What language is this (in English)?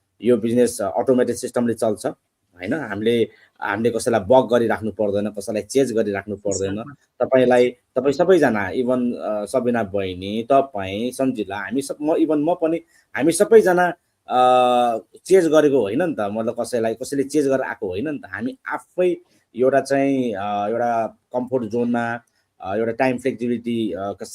Nepali